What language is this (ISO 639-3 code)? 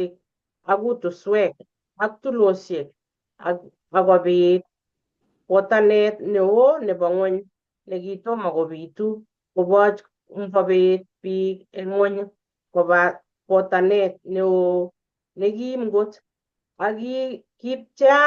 kln